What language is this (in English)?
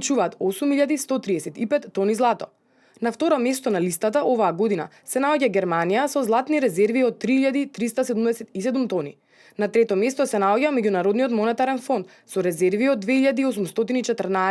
Macedonian